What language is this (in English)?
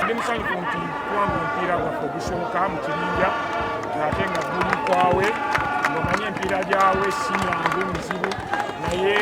Nyankole